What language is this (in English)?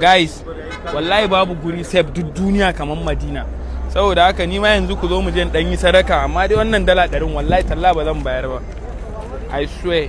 Hausa